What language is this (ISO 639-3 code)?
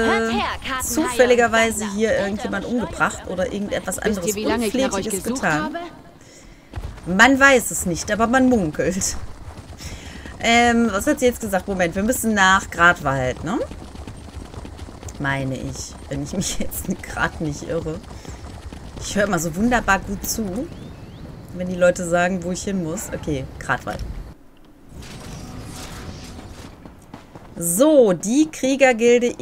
deu